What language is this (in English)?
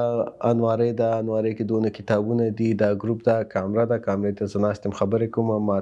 Pashto